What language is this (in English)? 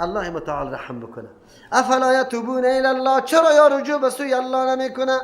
Persian